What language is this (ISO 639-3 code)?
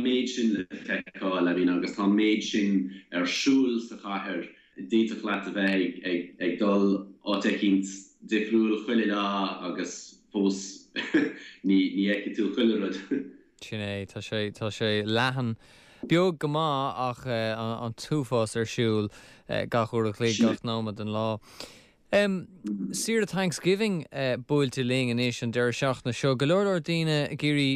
gle